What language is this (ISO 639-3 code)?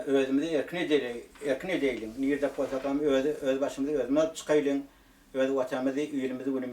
tuk